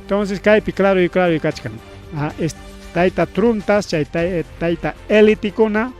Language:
Ayacucho Quechua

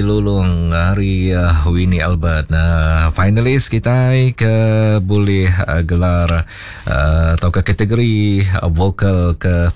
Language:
Iban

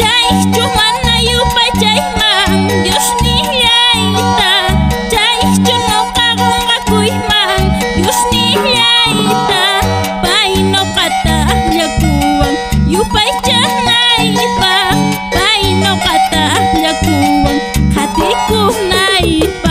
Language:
Quechua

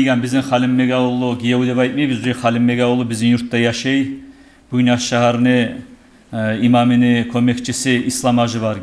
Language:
Kumyk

